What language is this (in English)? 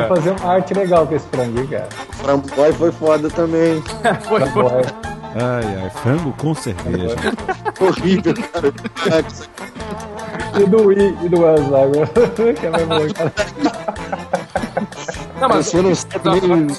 Portuguese